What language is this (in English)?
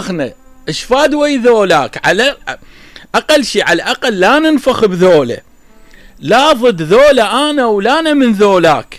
Mesopotamian Arabic